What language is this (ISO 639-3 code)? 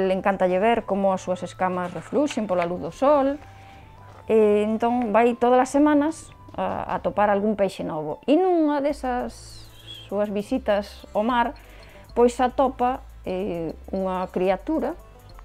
glg